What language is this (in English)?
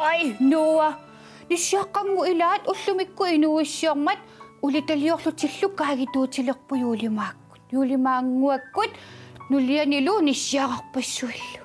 Kalaallisut